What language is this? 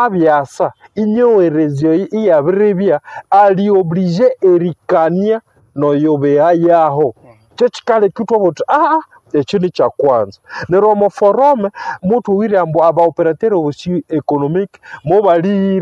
Nande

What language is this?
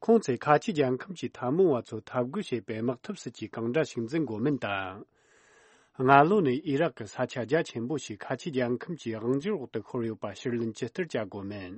Tibetan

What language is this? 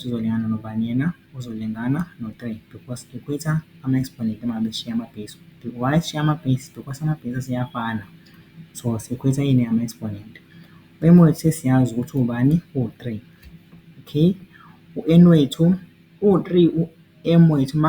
Zulu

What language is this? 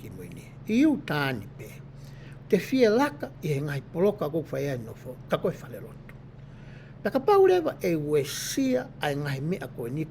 Tongan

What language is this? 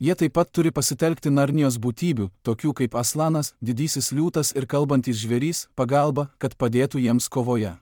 Lithuanian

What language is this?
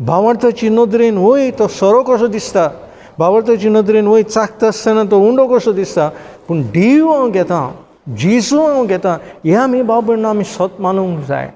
Konkani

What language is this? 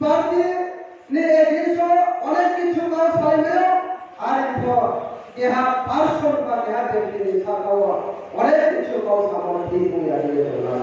Riang (India)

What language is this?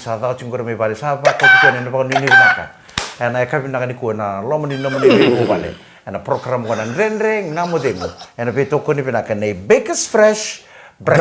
Fijian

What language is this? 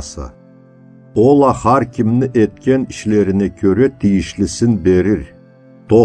Karachay-Balkar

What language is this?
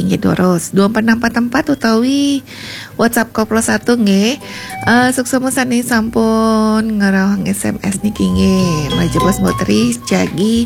Balinese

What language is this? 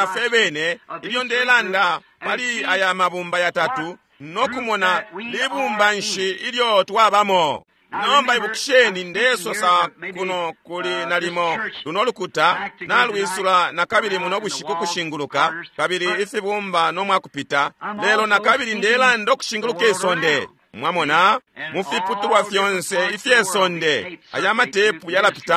Bemba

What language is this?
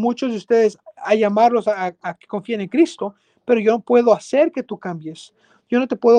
Spanish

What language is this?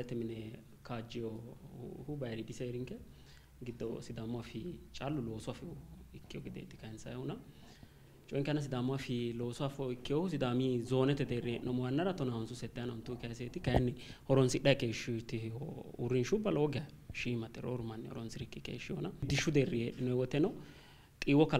Sidamo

